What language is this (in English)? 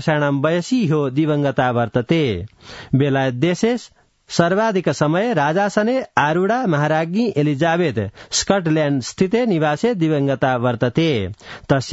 Sanskrit